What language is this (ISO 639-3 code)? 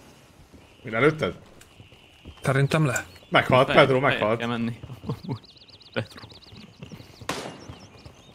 hun